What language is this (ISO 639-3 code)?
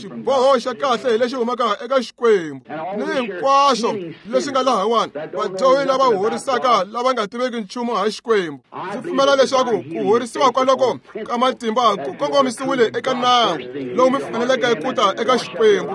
tso